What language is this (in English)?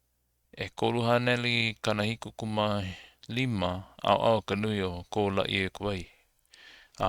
Hawaiian